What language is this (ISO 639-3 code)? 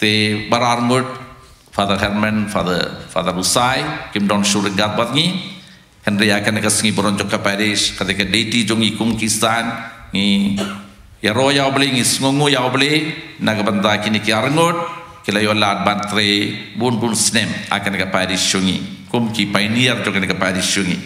kha